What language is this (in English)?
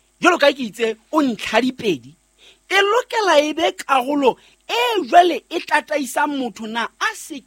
Southern Sotho